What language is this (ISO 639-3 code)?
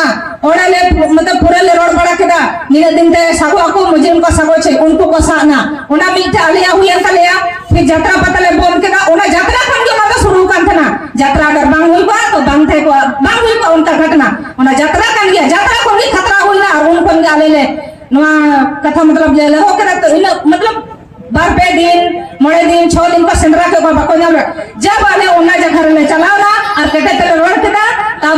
sat